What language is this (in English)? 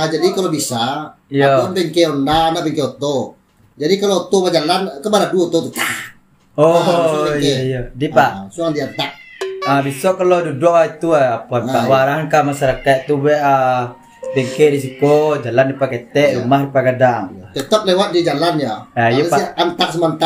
Minangkabau